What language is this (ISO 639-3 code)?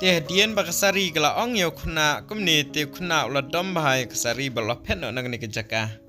kha